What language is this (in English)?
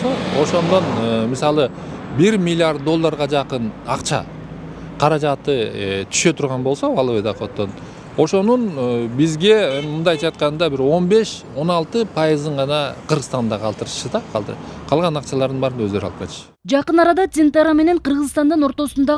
Kyrgyz